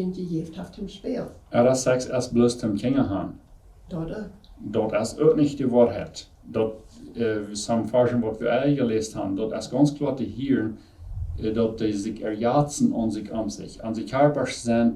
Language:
Plautdietsch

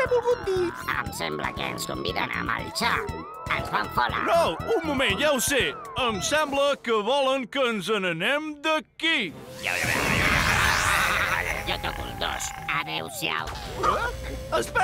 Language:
Catalan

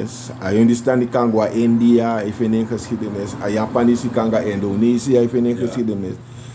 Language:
Sranan Tongo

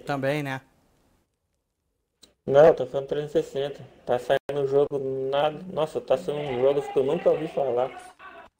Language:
Portuguese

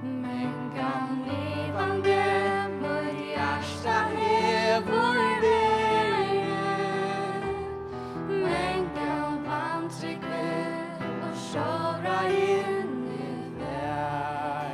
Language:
Faroese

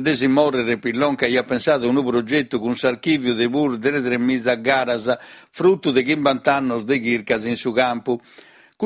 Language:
Sardinian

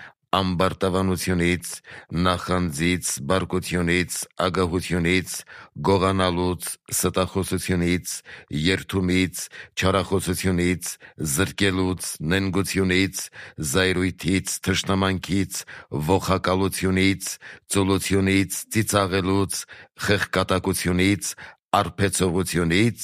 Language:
Armenian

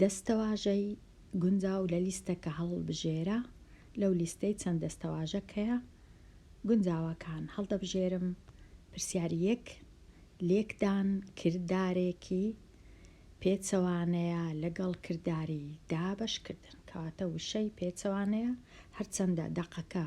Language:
Central Kurdish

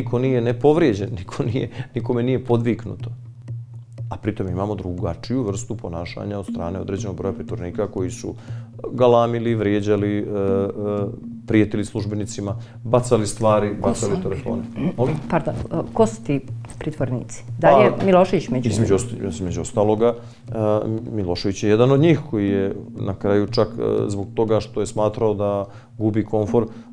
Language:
Bosnian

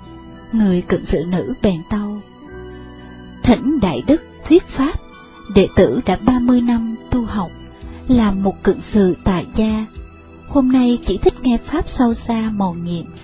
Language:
Vietnamese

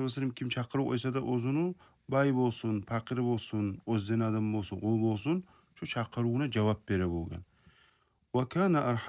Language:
Kumyk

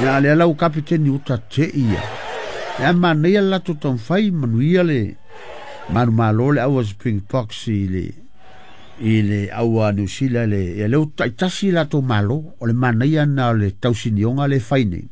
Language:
Samoan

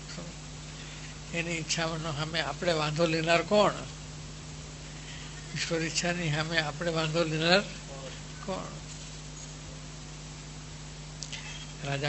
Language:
Gujarati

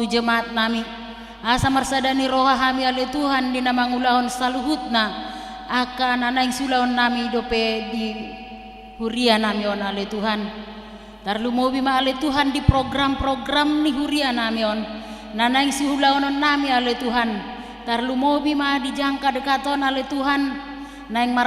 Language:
Batak Toba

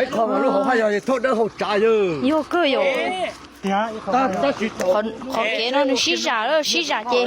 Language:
Hmong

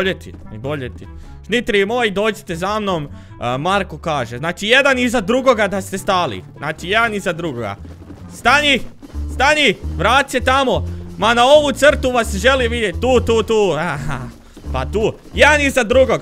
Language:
Croatian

